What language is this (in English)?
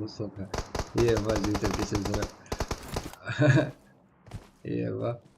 Kara-Kalpak